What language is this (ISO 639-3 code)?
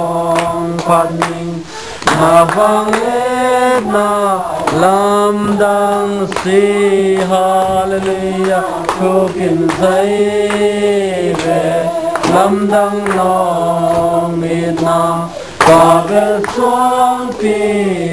ctd